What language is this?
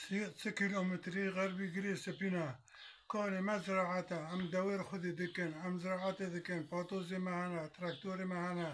Kurdish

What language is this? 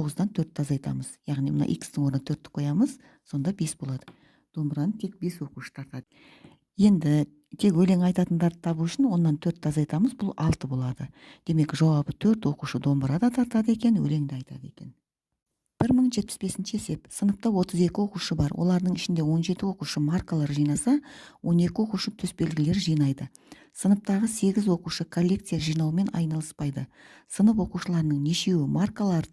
Kazakh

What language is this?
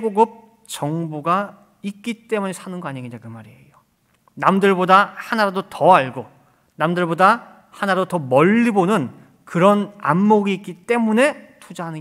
Korean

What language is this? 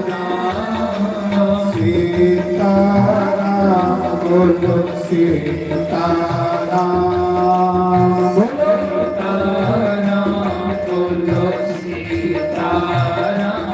Dogri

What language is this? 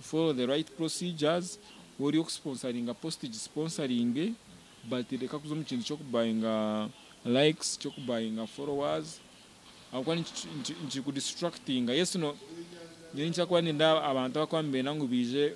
Nyankole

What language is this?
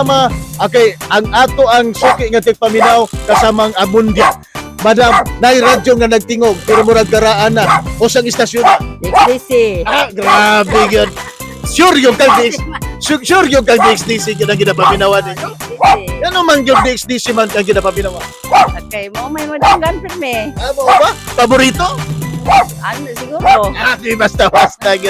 Cebuano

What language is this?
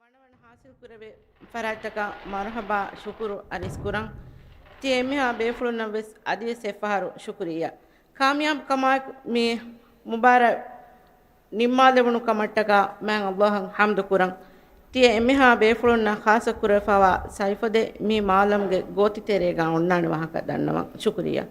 Divehi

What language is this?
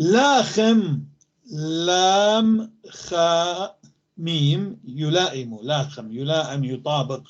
North Levantine Arabic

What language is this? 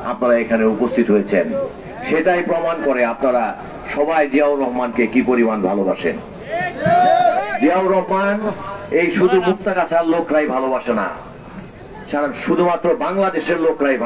Bangla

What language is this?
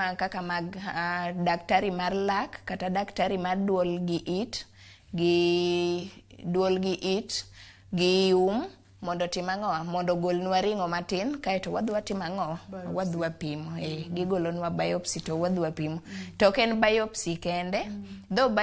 Luo (Kenya and Tanzania)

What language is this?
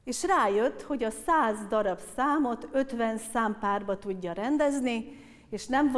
Hungarian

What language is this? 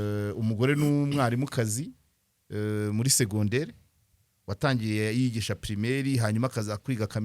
Kinyarwanda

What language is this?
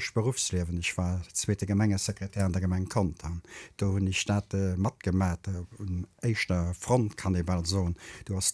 Luxembourgish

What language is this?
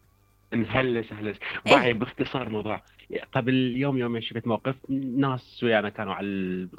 Mesopotamian Arabic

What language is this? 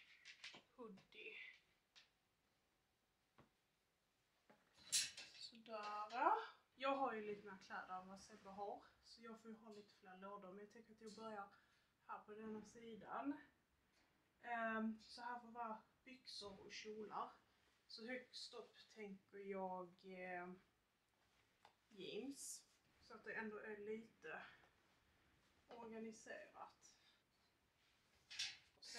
Swedish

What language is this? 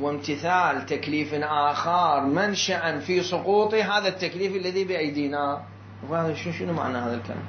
Mesopotamian Arabic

